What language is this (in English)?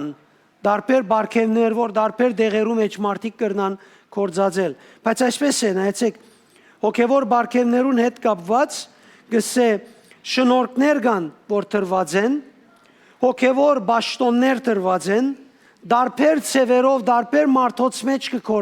Western Armenian